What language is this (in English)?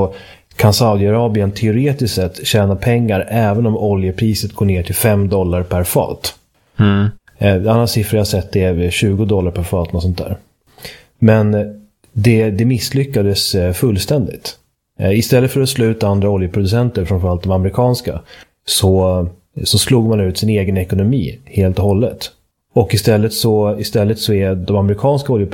Swedish